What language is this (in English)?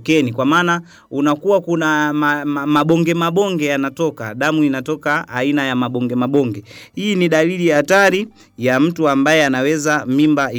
Swahili